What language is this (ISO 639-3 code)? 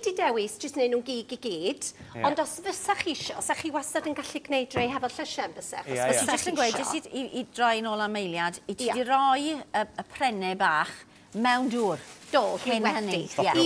cym